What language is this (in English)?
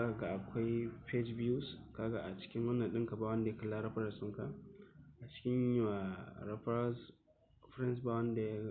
Hausa